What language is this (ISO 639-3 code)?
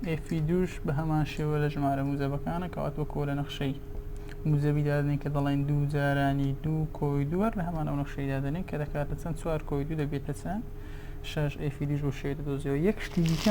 ckb